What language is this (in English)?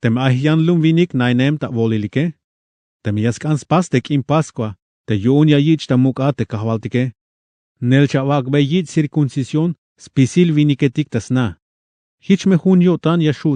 Tzeltal